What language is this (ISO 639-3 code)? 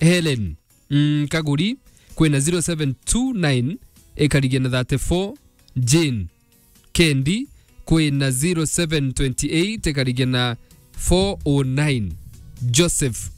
mer